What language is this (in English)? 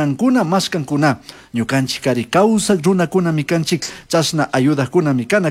Chimborazo Highland Quichua